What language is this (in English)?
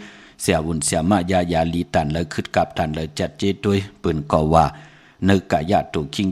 Shan